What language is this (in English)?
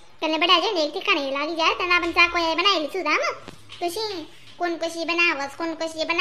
Khandesi